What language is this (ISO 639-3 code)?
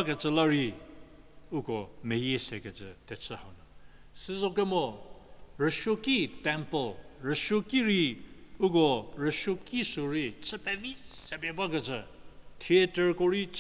njm